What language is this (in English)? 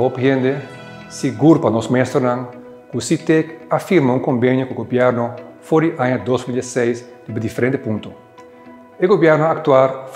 Papiamento